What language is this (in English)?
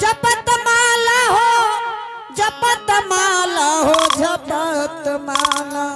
Angika